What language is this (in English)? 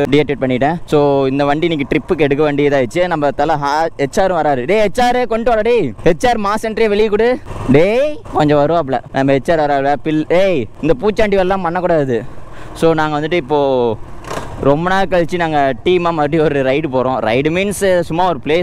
Tamil